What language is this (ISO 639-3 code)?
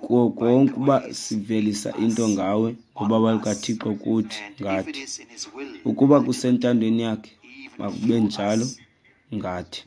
xho